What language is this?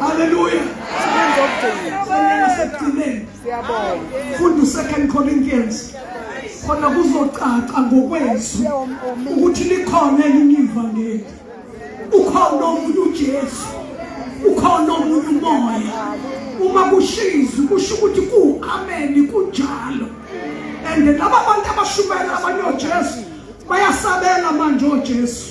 Zulu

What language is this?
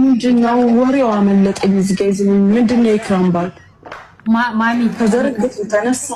Amharic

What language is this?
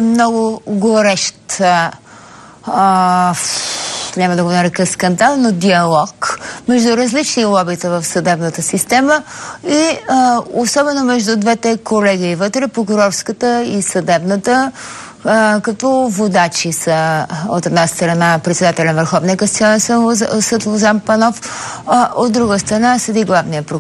Bulgarian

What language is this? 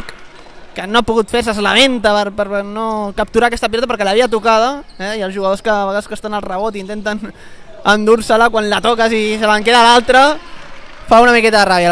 Catalan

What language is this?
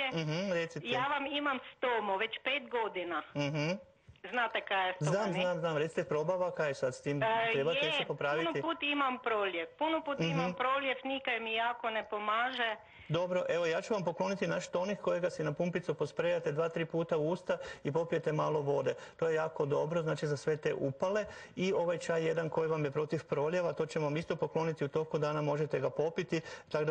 Croatian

